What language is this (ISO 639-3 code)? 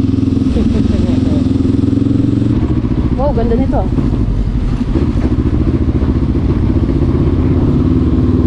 fil